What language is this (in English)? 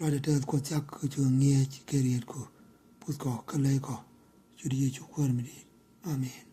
Nuer